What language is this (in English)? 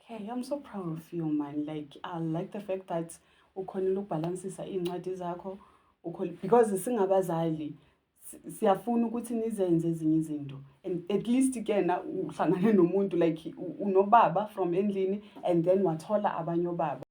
Zulu